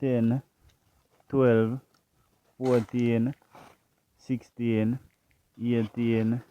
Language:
Jamaican Creole English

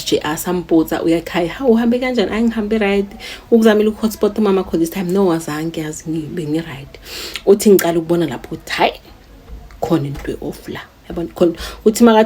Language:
Zulu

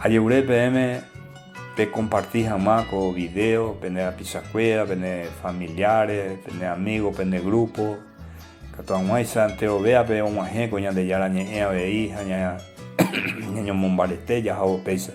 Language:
Guarani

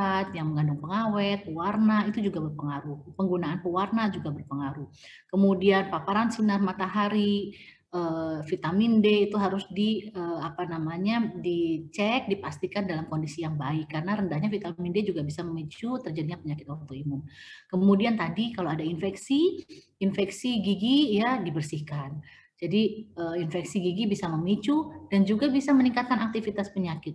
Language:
Indonesian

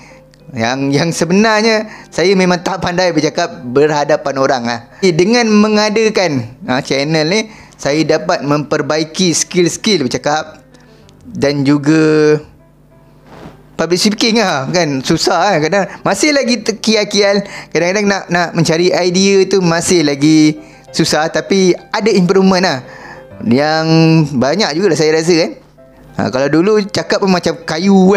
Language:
Malay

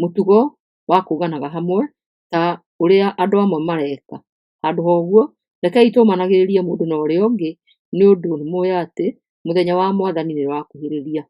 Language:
Kikuyu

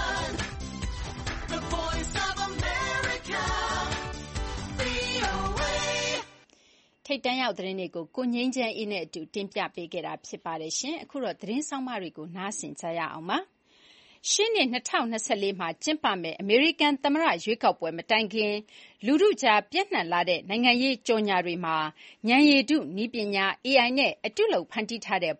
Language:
Burmese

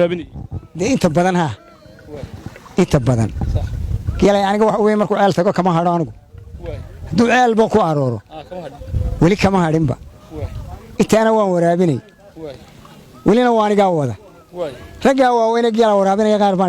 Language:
Somali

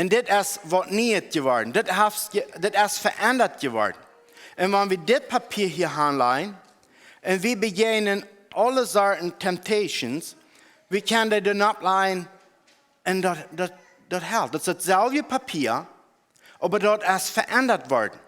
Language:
Plautdietsch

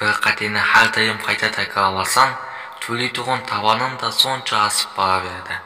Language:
Kara-Kalpak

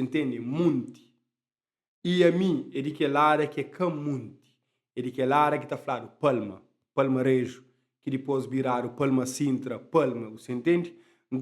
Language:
Kabuverdianu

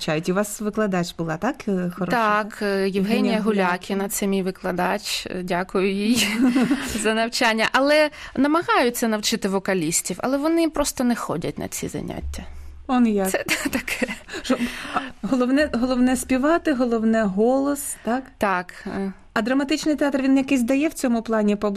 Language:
Ukrainian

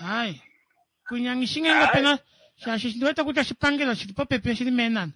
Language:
Kuanyama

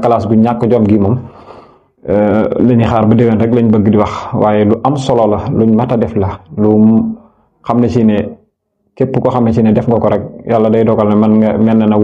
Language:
Wolof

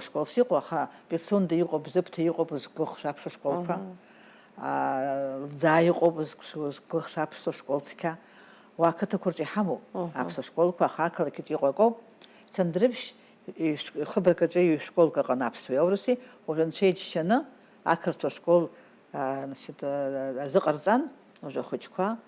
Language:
Abkhazian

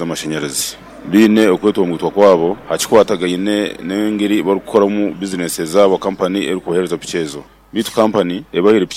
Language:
Nyankole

